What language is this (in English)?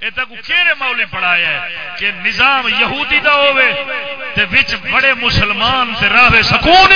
Saraiki